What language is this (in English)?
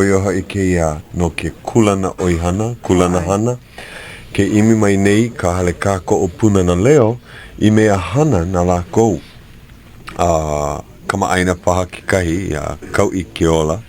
Hawaiian